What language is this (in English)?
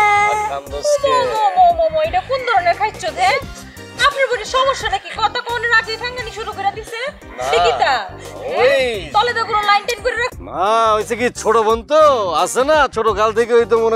Bangla